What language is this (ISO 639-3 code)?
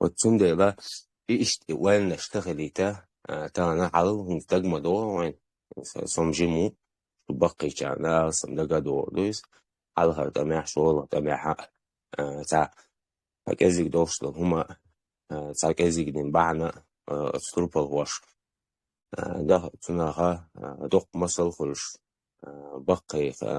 che